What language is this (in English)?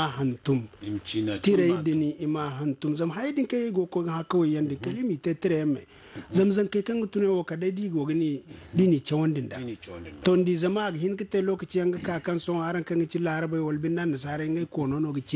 Zarma